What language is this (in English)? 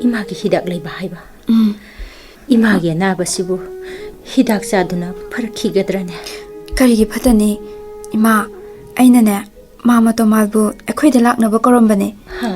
Manipuri